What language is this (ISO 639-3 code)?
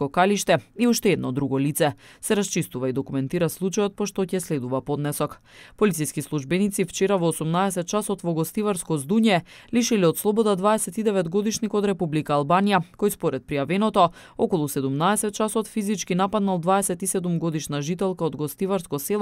mkd